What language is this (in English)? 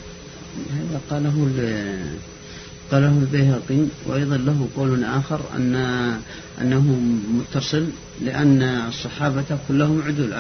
Arabic